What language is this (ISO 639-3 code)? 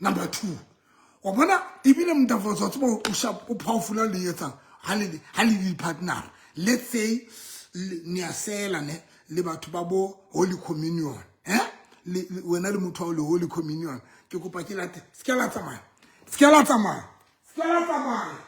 sot